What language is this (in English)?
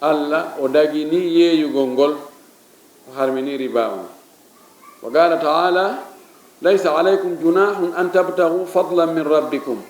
Fula